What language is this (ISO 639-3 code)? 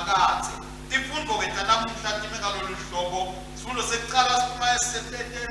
ssw